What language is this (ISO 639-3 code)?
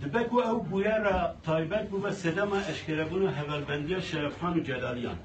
kur